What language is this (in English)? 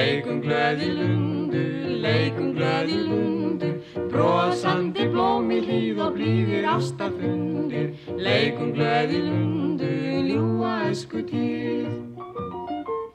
Icelandic